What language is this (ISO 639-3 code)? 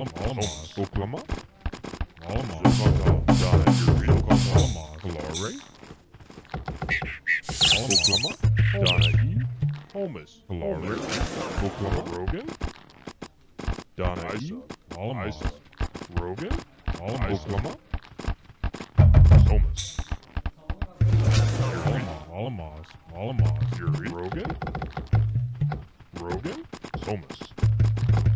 vie